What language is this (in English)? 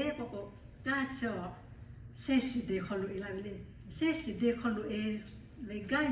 Lahu